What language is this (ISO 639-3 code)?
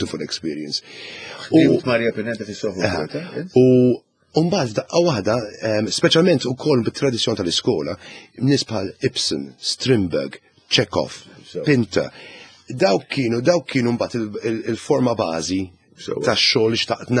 mlt